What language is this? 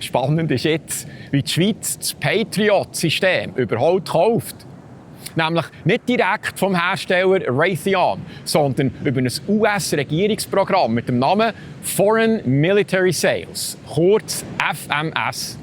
Swiss German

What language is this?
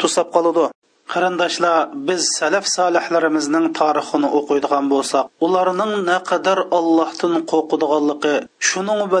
Uyghur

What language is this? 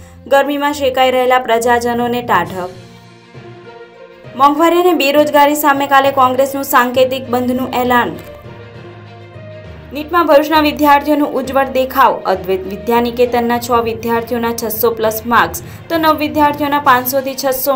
Gujarati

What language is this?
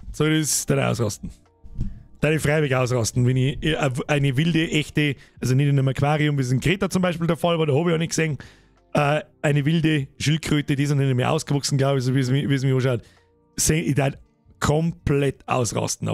Bavarian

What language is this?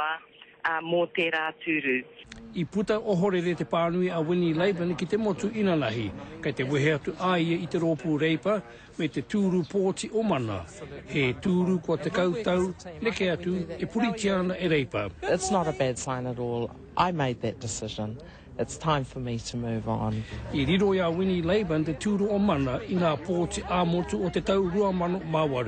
Māori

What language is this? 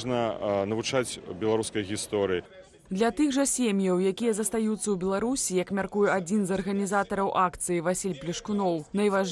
Belarusian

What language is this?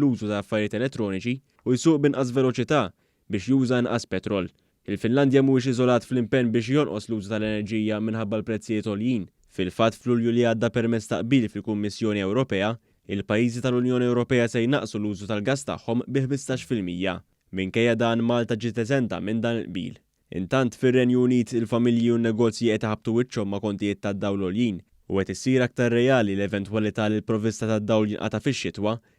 Maltese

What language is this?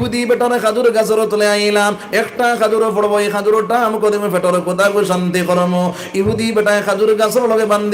Sylheti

